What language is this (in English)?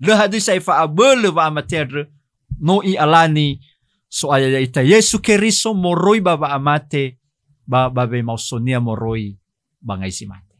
Nias